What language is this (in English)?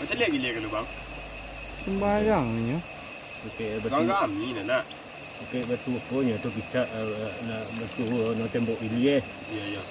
Minangkabau